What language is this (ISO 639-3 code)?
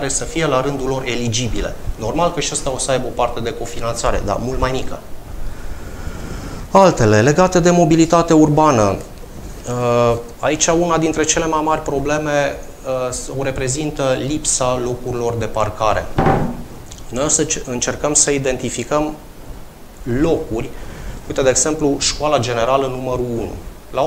ron